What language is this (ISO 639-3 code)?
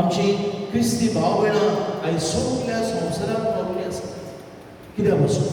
kok